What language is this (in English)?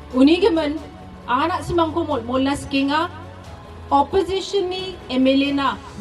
Garo